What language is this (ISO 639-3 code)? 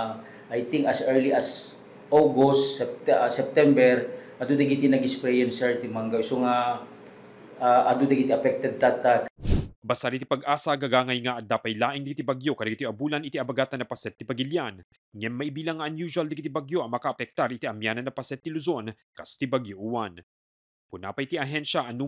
ilo